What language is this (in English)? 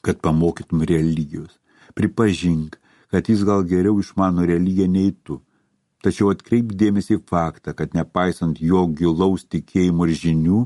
Lithuanian